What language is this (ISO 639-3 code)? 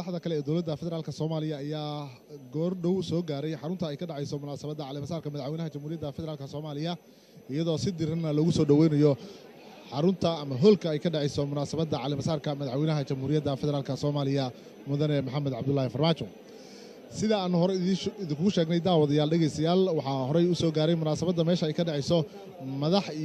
som